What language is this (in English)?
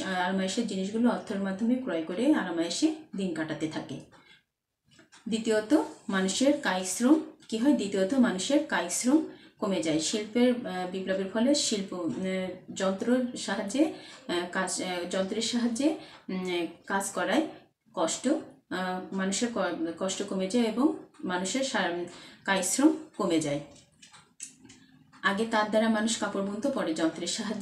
Bangla